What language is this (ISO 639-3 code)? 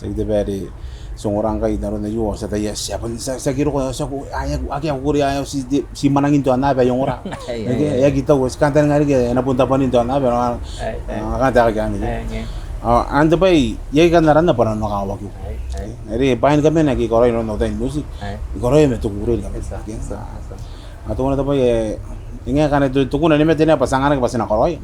gil